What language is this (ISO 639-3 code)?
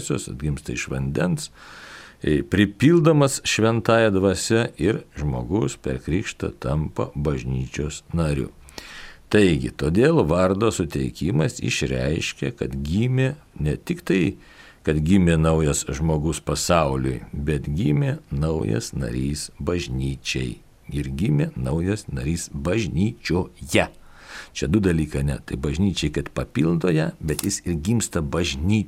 lit